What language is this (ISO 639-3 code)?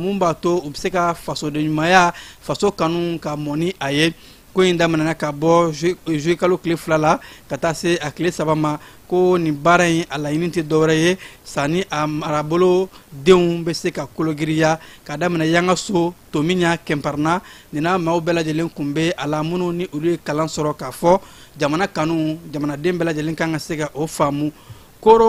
bam